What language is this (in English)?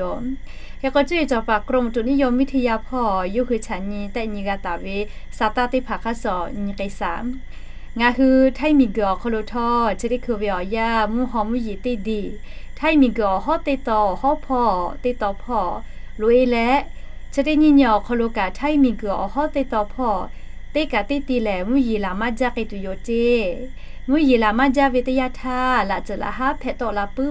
Lahu